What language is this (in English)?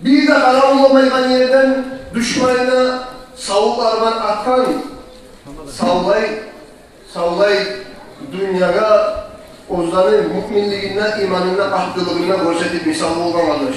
Kumyk